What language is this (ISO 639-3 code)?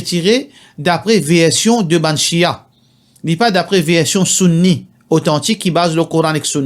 mfe